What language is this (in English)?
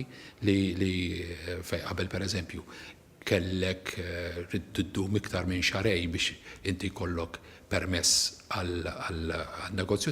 Maltese